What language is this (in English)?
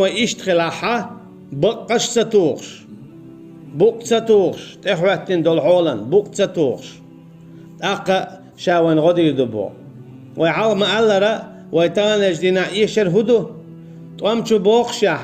Chechen